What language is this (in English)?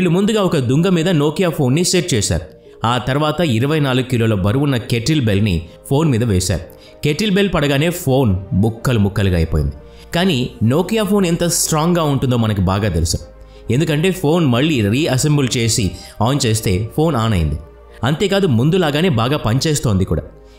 Telugu